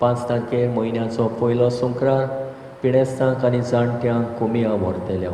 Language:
Konkani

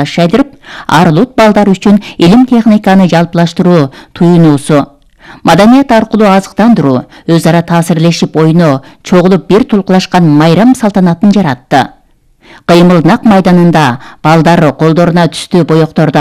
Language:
Kyrgyz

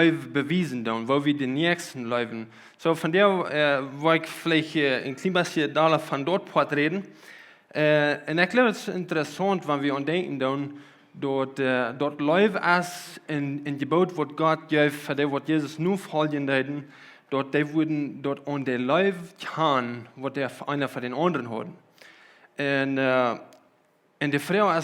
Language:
Plautdietsch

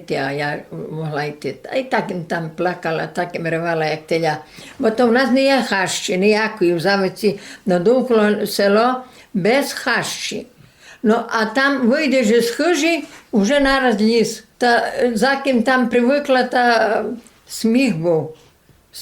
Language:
Rusyn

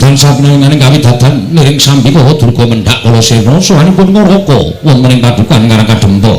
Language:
Javanese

